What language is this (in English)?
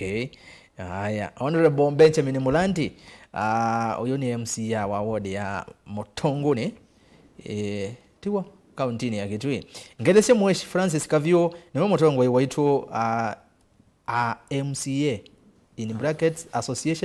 Kamba